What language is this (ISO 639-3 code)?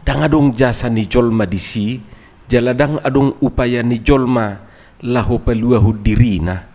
bbc